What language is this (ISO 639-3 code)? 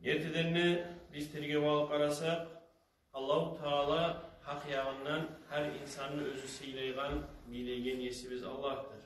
kum